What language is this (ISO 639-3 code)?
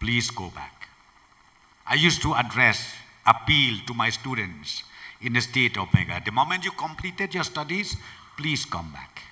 nmf